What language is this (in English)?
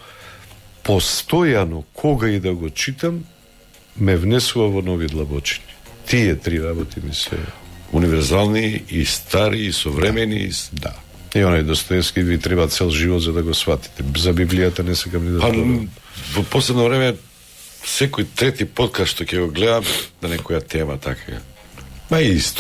Macedonian